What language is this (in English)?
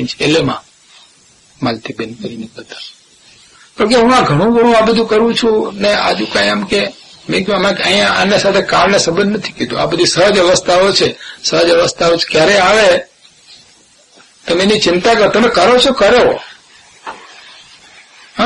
Gujarati